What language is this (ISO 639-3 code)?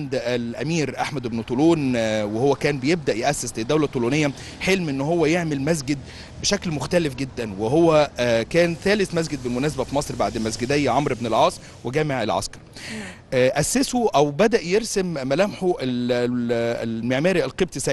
arz